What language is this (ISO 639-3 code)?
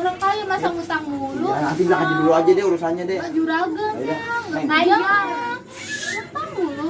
bew